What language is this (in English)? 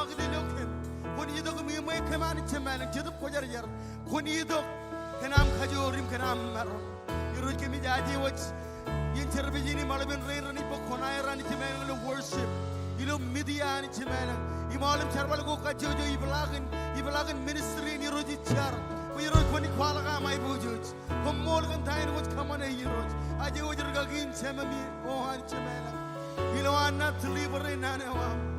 Marshallese